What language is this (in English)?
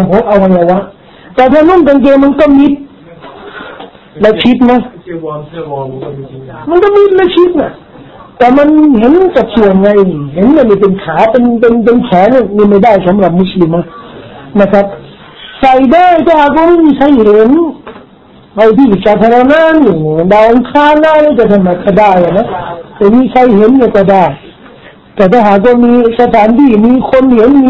Thai